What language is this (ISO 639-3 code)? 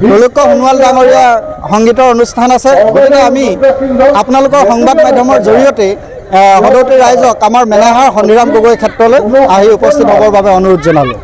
asm